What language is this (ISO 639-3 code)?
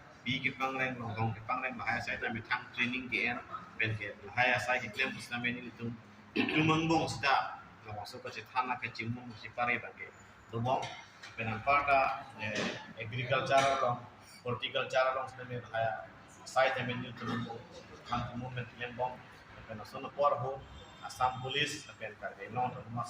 mjw